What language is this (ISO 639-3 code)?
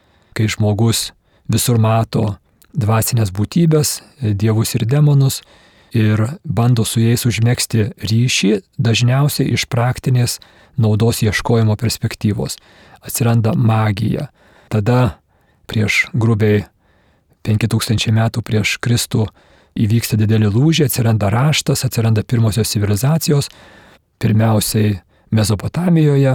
lit